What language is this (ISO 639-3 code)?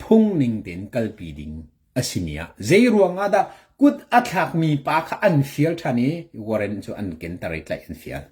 cnh